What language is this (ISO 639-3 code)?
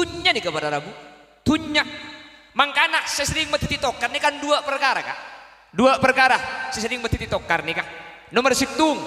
mad